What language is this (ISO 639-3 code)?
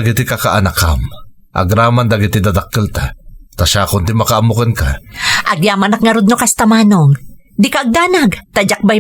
ilo